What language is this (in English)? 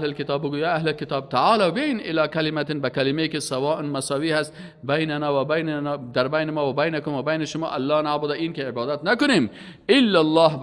Persian